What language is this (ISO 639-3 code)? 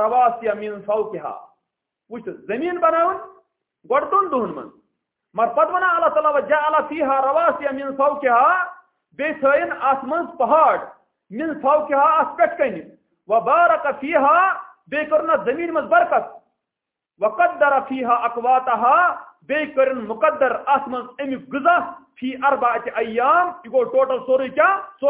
kas